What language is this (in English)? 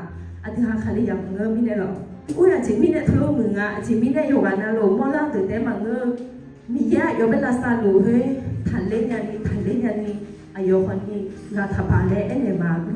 Akha